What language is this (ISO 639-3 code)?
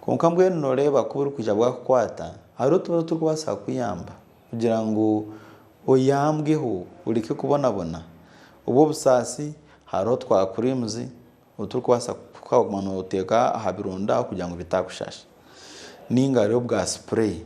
nyn